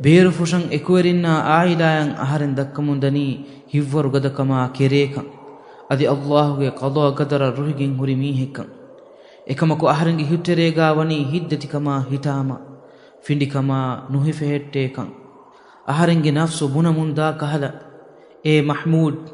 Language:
Divehi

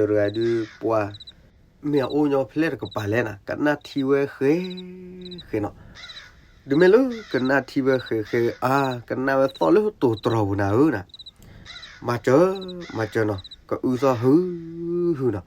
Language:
S'gaw Karen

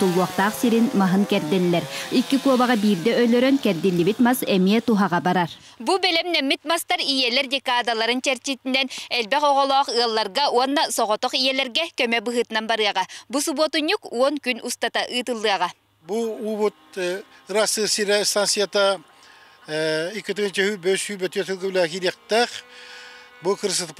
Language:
Yakut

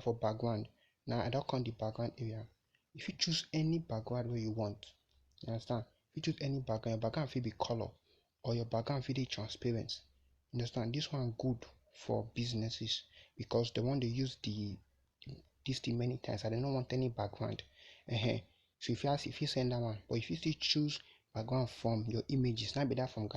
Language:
Nigerian Pidgin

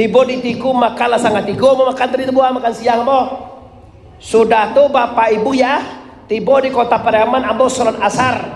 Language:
Minangkabau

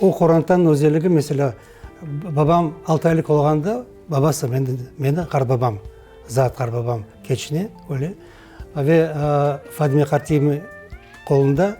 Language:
Crimean Tatar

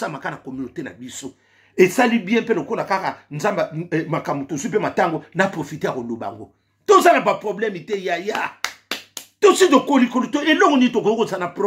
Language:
Lingala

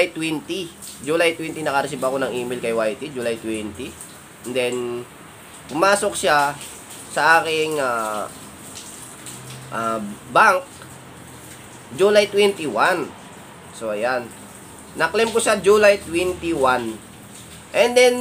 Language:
Filipino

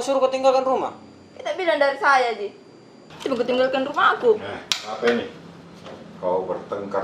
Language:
Makassar Malay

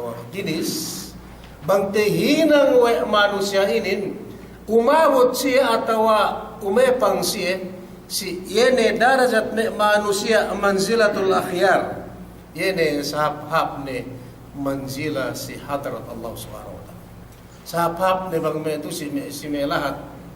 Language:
Yakan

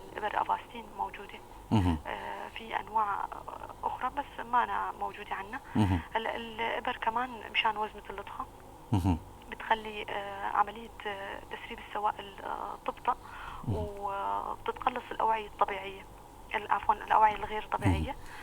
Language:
North Levantine Arabic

